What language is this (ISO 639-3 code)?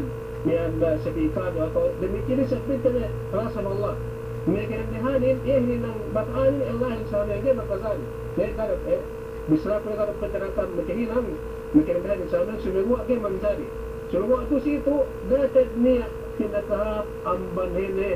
yka